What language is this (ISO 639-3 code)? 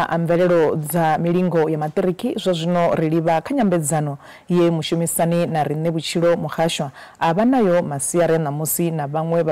ven